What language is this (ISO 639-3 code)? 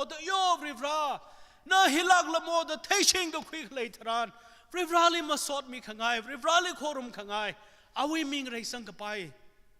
nmf